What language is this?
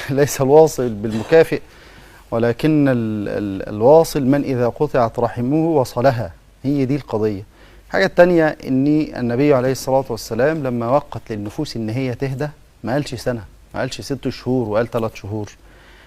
Egyptian Arabic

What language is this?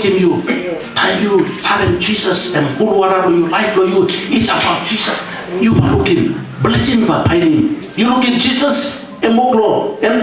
Tok Pisin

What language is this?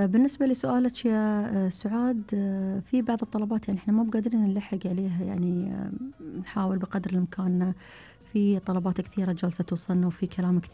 Gulf Arabic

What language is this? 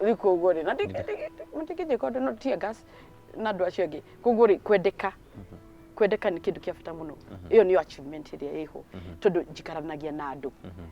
Kikuyu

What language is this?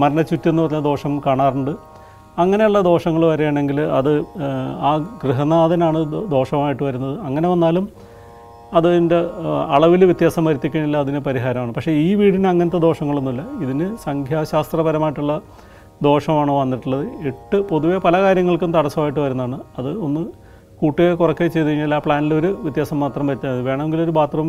Malayalam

